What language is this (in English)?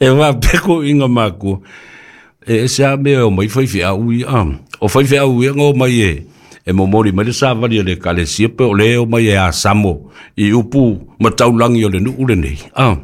Samoan